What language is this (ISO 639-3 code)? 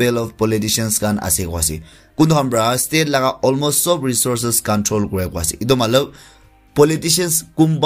nag